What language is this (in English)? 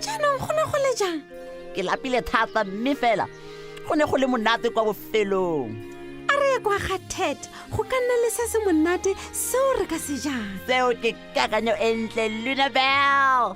Tswana